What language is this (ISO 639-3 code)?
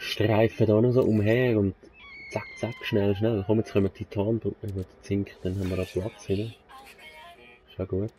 gsw